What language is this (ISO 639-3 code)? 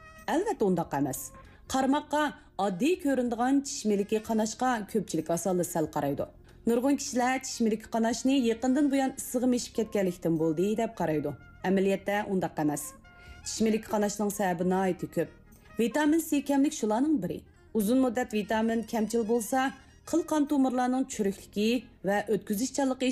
uig